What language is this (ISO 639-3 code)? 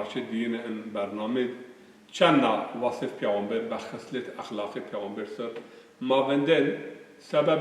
zza